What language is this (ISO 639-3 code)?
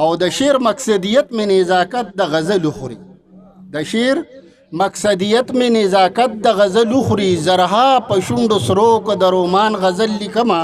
pus